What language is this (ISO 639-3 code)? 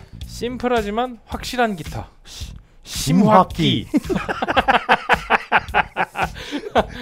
kor